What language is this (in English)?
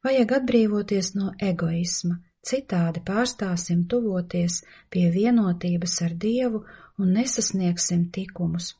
Latvian